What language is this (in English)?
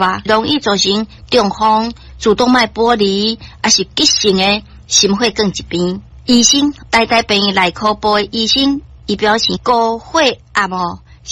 Min Nan Chinese